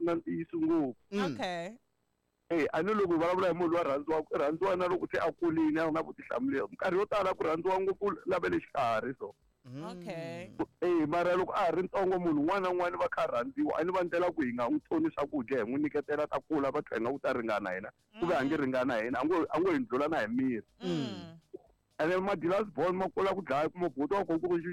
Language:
Tsonga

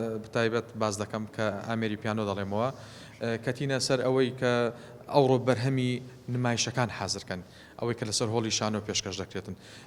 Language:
Central Kurdish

